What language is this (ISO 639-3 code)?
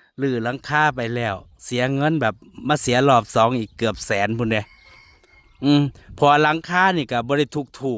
tts